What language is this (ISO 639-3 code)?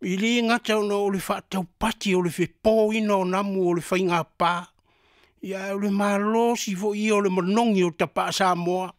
smo